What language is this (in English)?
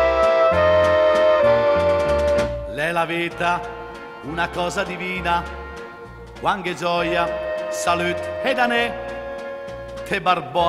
Lombard